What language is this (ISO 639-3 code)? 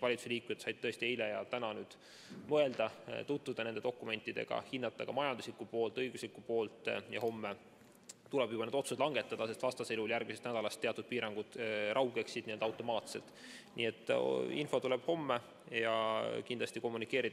est